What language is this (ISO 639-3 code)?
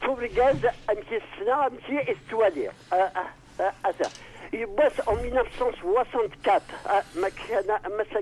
kab